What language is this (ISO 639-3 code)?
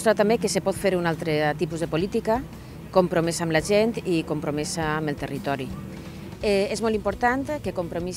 cat